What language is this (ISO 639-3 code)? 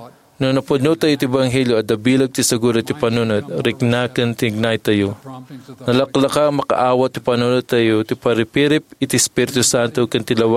ilo